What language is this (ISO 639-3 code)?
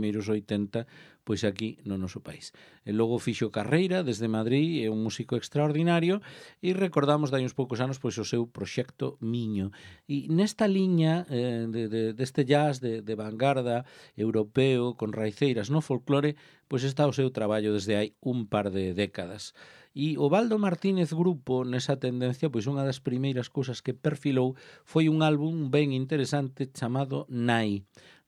glg